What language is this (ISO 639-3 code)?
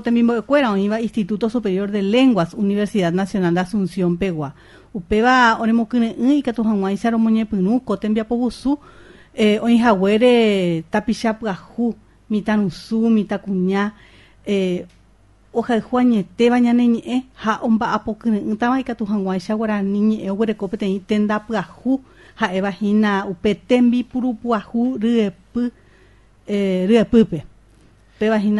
grn